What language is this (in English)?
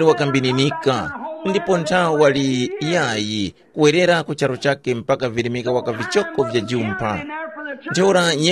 Tumbuka